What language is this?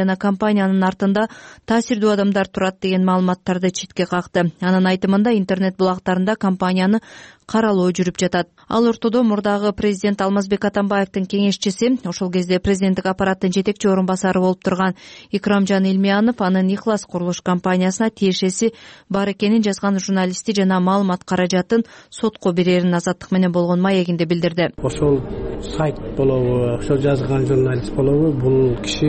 Kyrgyz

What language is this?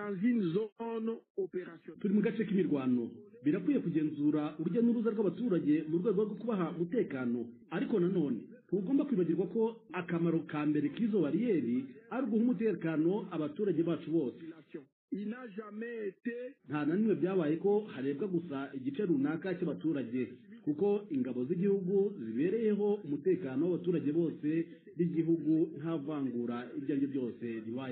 Kinyarwanda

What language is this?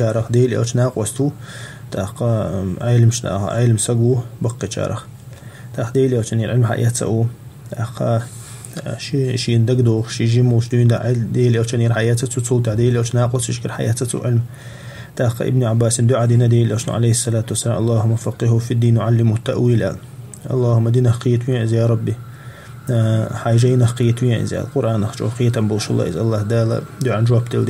Chechen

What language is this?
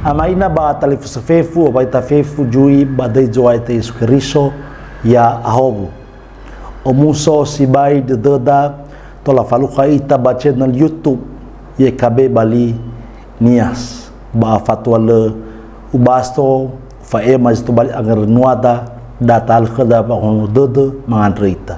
Nias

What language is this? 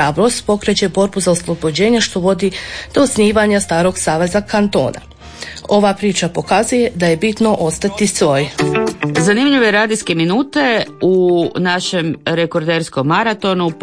Croatian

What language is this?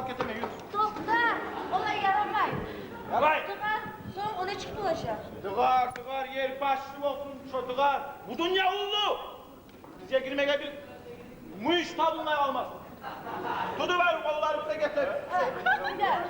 Kumyk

